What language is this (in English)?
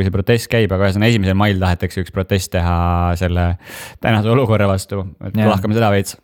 Estonian